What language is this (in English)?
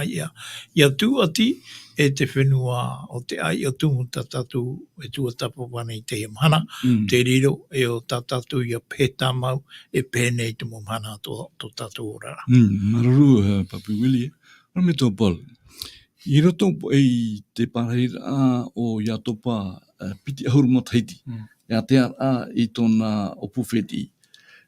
Tahitian